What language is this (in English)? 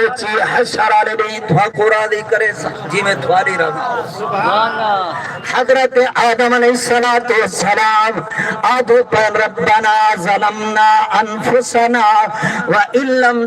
Saraiki